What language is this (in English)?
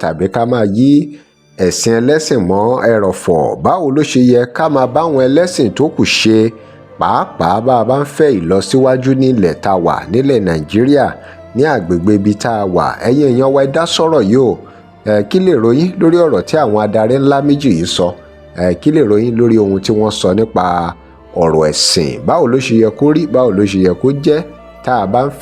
Yoruba